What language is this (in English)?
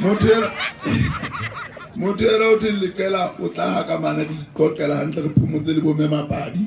Southern Sotho